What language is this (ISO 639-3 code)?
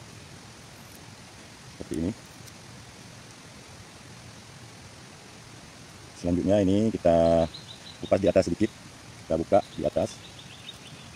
ind